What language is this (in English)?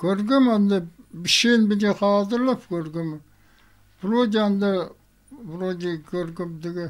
Khakas